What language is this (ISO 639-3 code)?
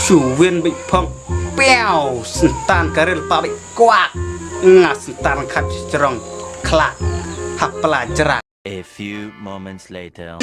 kha